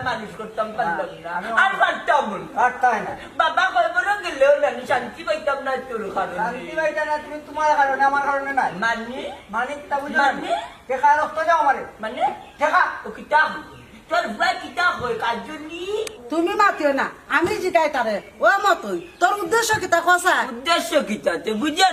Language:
Sylheti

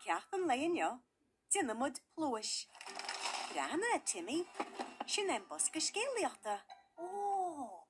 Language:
Irish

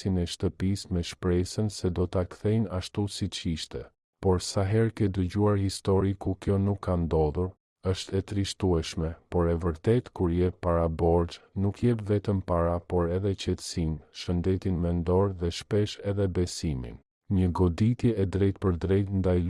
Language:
Albanian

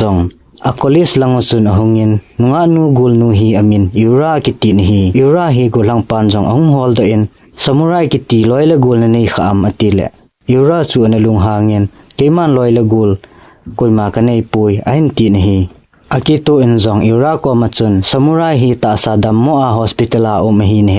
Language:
Thado Chin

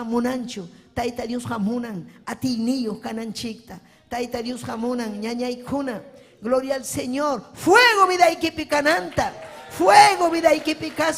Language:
Ayacucho Quechua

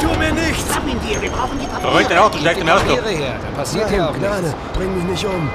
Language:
Bavarian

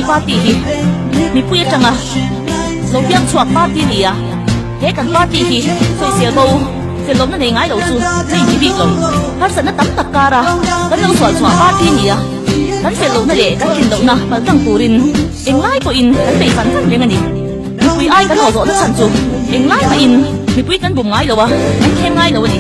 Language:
Mizo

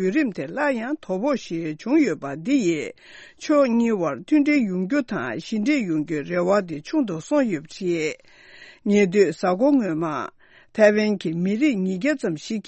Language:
Tibetan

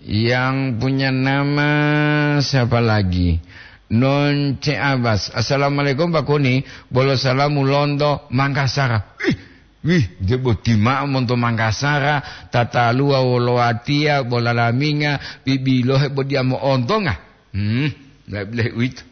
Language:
Gorontalo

